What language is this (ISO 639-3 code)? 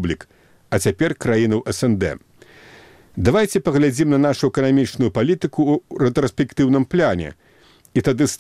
bel